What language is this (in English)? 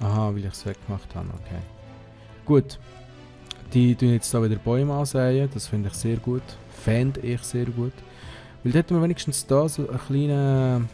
Swiss German